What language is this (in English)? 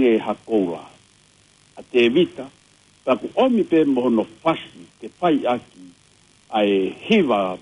Tongan